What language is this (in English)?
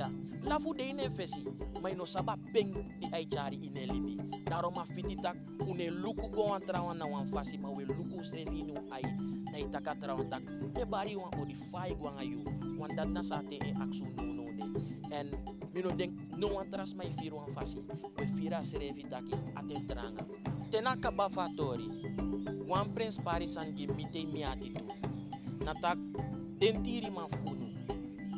Sranan Tongo